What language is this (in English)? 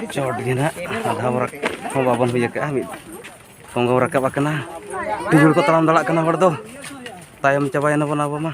Santali